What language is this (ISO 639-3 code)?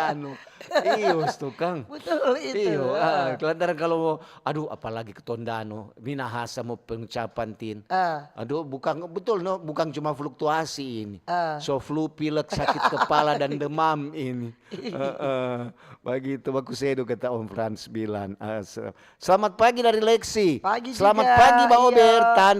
xmm